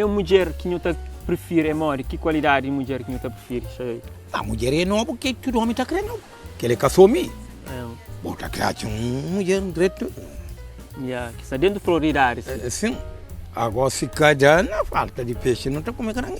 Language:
Kabuverdianu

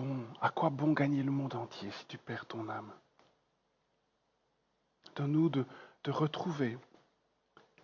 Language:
French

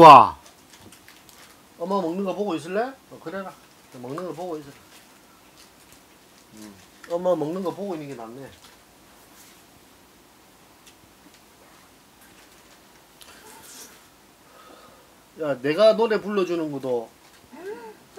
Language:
Korean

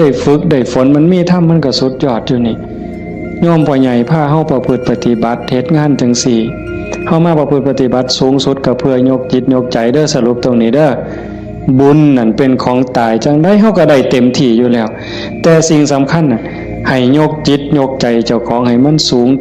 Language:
Northeastern Thai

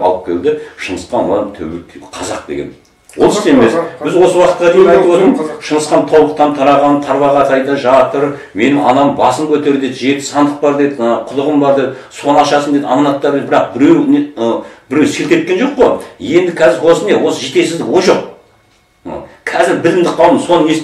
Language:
Kazakh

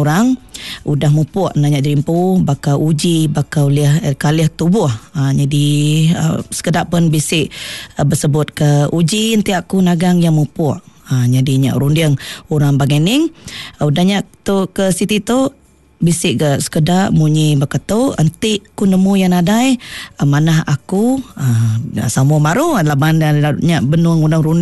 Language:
Iban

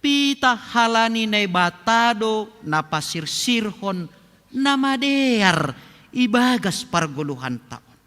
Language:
Batak Simalungun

